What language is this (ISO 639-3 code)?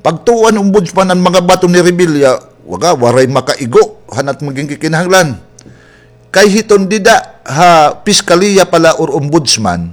war